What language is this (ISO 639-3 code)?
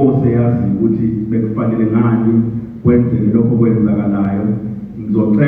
zul